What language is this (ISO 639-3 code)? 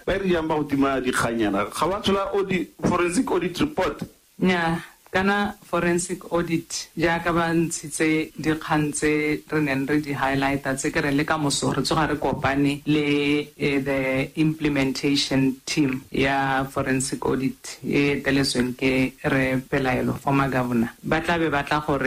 tsn